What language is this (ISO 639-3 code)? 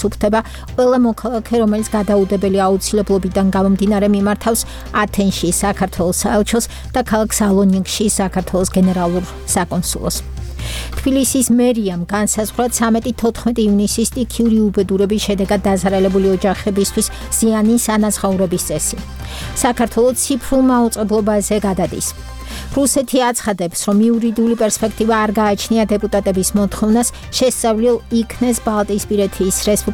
kat